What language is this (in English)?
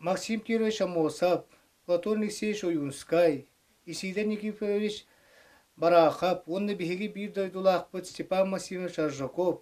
Yakut